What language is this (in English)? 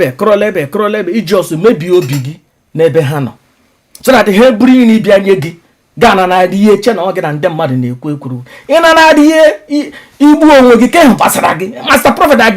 Igbo